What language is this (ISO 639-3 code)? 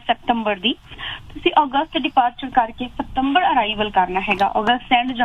pan